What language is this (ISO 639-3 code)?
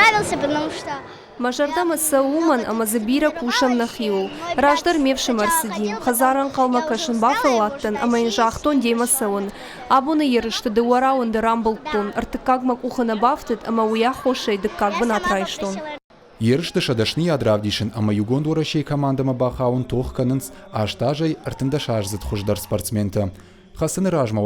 oss